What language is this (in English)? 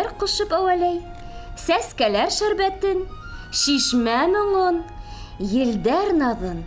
Bashkir